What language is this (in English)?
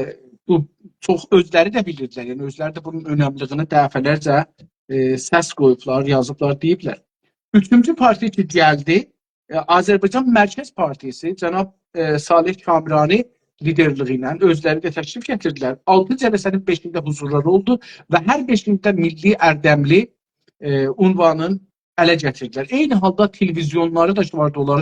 South Azerbaijani